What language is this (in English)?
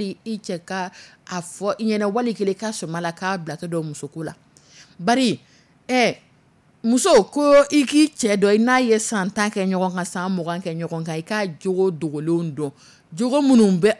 Dyula